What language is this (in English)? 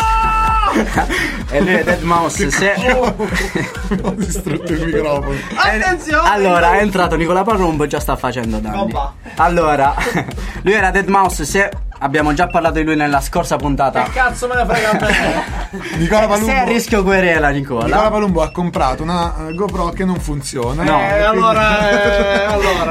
Italian